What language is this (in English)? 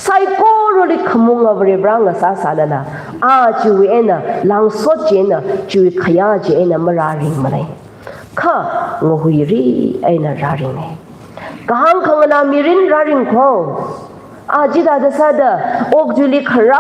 Tangkhul Naga (India)